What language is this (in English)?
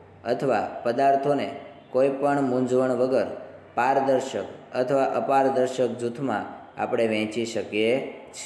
Gujarati